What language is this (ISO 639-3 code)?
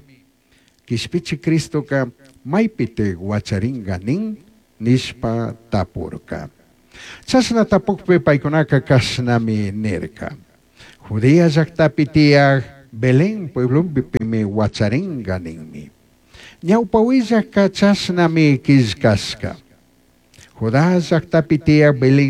qug